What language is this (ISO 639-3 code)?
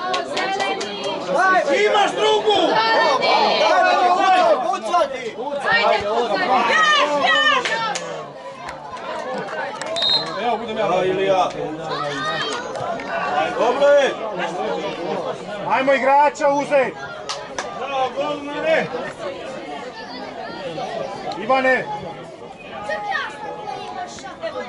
hrv